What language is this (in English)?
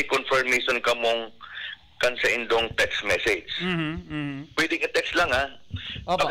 Bikol